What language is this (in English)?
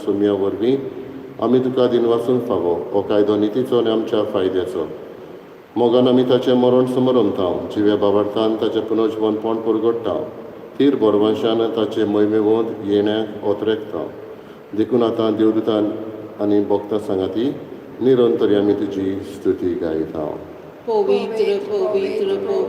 Konkani